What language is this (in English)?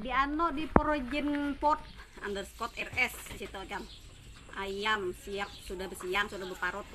Banjar